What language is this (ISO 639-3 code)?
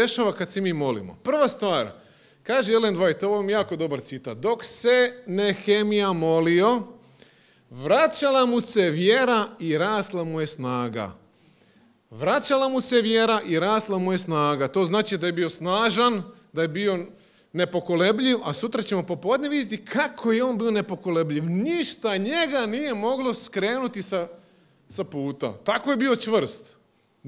hrv